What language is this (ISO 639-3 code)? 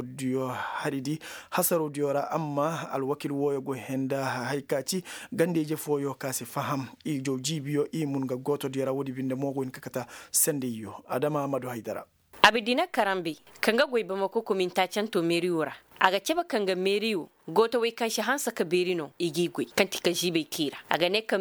ses